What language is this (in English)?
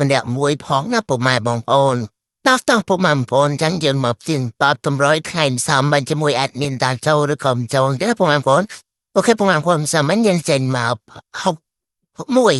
Khmer